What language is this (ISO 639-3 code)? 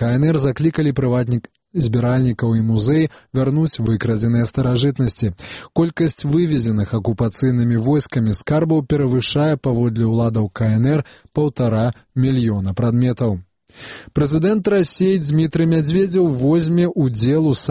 bel